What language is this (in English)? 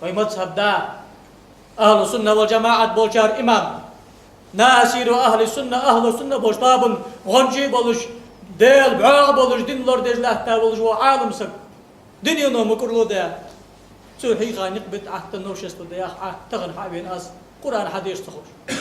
Ingush